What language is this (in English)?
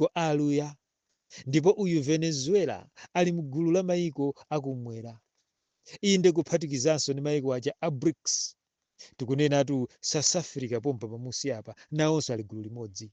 Nyanja